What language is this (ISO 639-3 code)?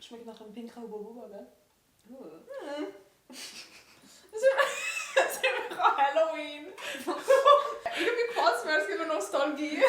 gsw